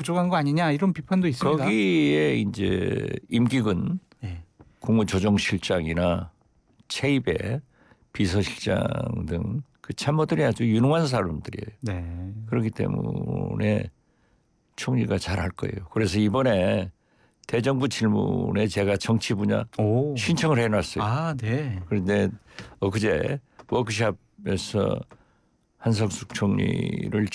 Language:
Korean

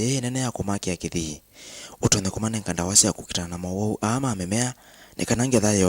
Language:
Kamba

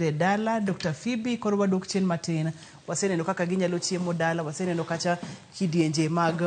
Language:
Luo (Kenya and Tanzania)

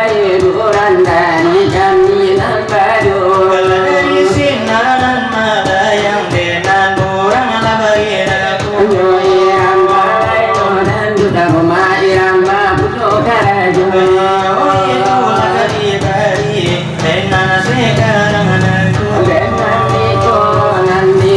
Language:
Minangkabau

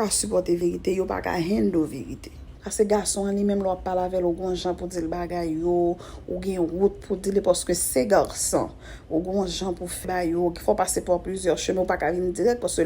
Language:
Haitian Creole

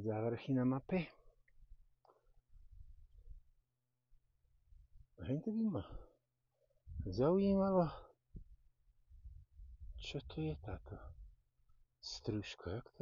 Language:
Slovak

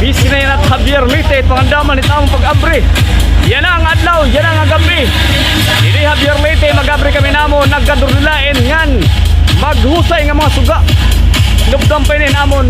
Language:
Waray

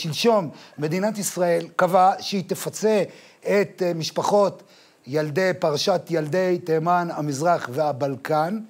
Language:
Hebrew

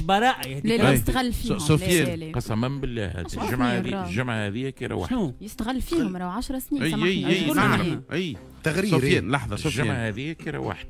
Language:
Tunisian Arabic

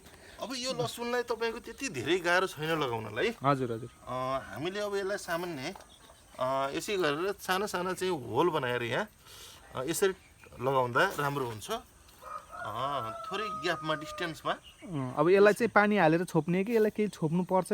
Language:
Nepali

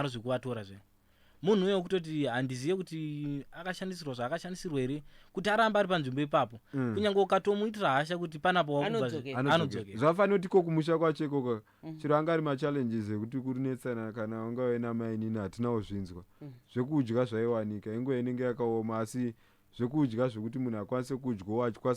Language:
Shona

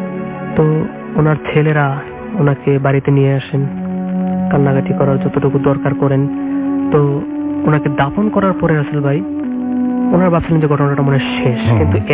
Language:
Bangla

